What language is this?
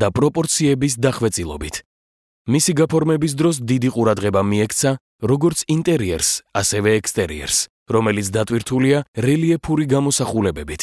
Georgian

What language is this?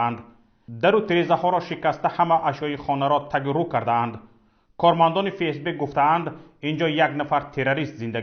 Tajik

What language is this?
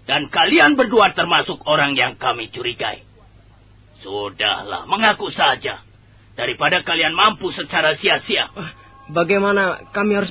Indonesian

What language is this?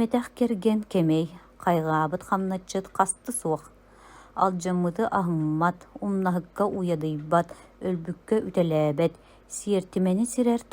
Yakut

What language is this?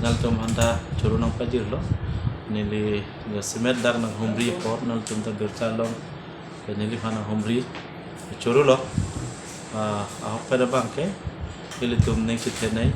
Karbi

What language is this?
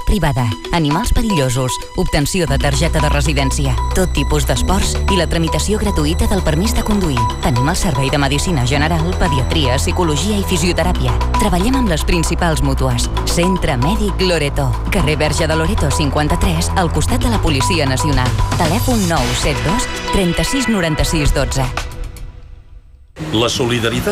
Catalan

